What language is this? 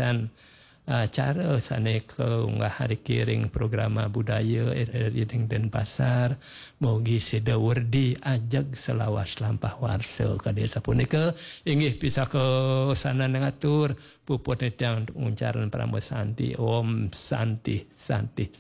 Balinese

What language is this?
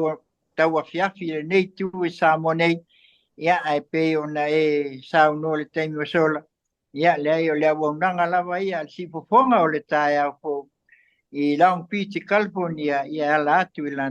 Samoan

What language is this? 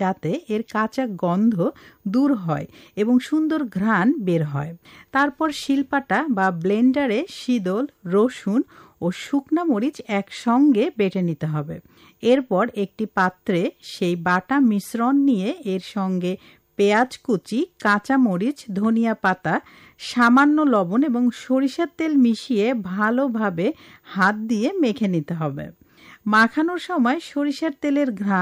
Bangla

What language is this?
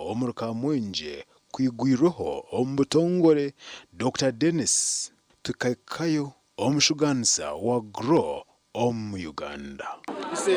Nyankole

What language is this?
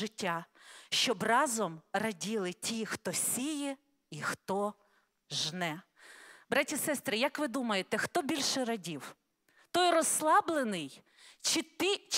Ukrainian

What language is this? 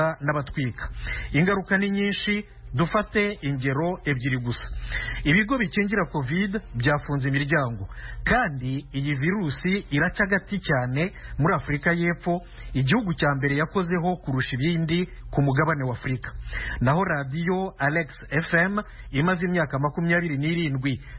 Kinyarwanda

